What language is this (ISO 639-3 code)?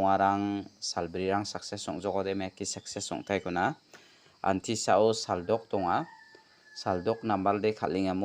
grt